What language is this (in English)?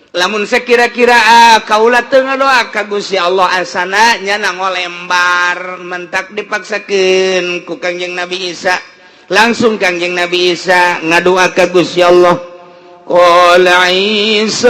Sundanese